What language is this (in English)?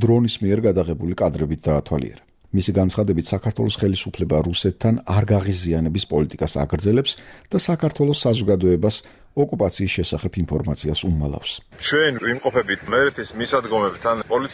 Georgian